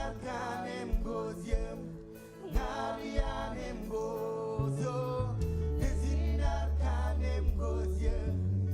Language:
Marshallese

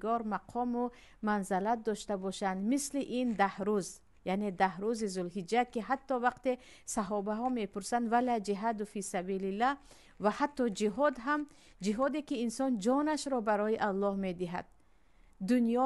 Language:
Tajik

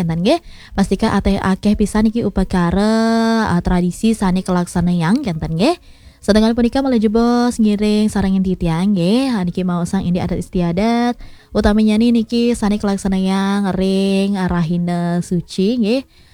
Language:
Balinese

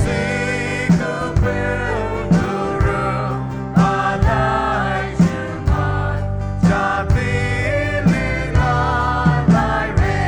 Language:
Poumei Naga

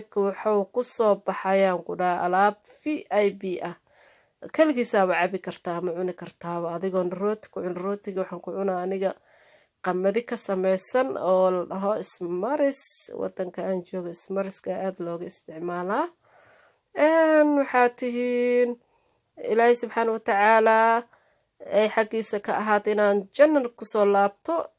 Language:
Somali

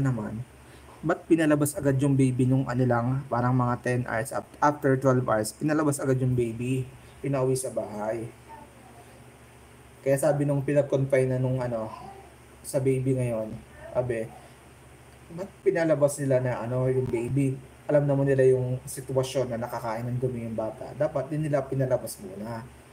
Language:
Filipino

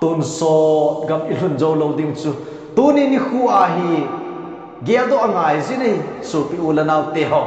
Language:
Thado Chin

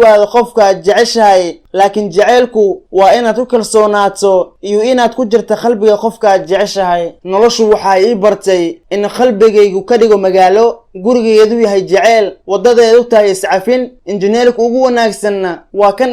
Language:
Somali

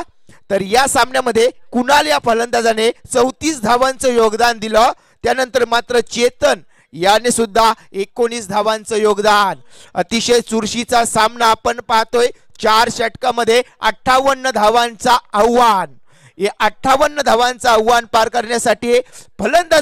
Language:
Marathi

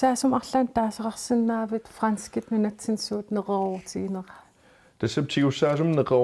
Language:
Kalaallisut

